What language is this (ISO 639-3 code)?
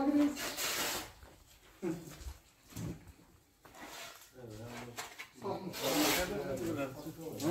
kaz